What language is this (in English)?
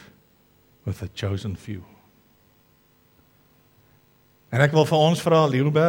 Afrikaans